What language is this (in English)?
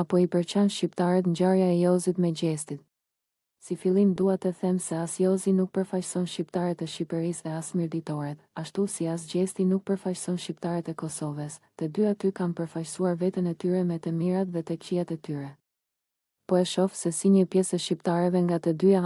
Albanian